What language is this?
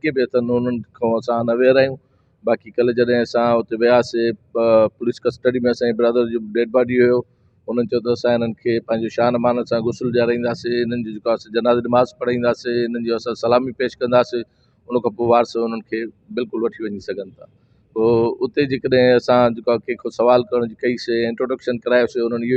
Sindhi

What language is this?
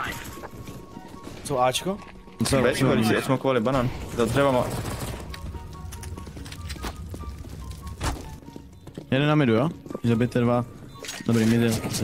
Czech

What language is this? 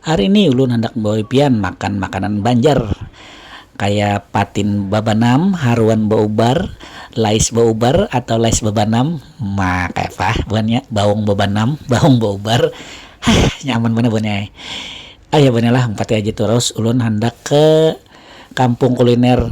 Banjar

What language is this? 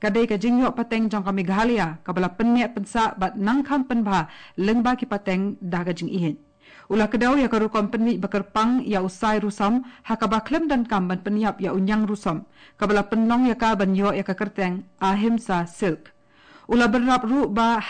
Khasi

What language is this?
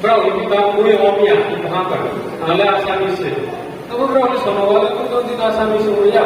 Riang (India)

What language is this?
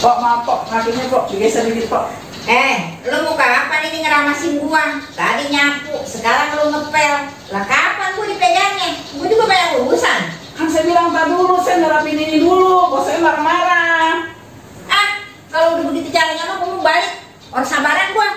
Betawi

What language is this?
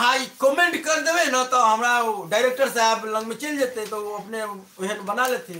Maithili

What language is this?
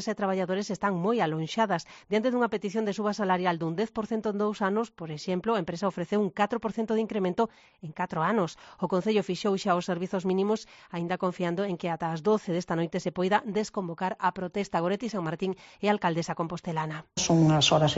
Galician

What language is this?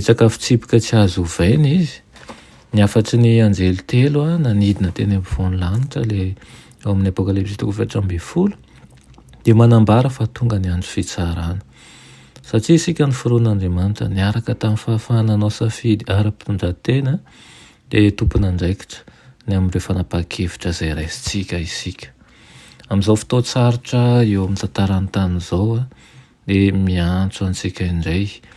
Malagasy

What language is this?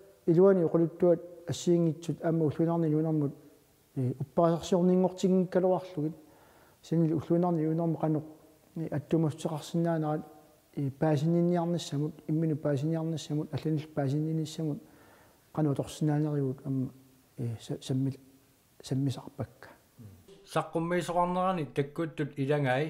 Kalaallisut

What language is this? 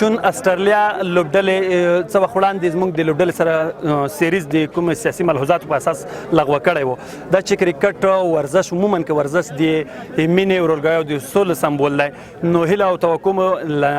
Pashto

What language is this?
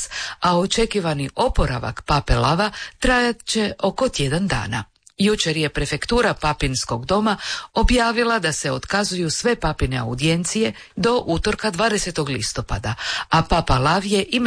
Croatian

